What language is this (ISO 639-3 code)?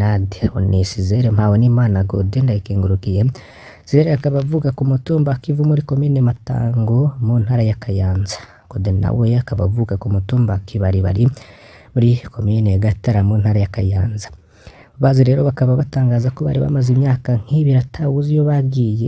run